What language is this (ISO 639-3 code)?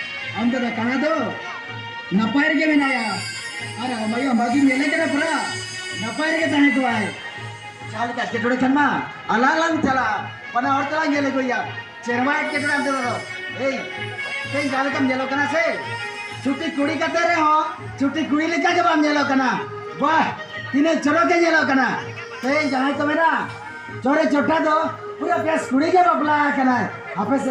sat